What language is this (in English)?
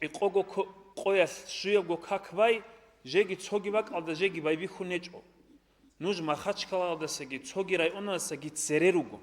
Avaric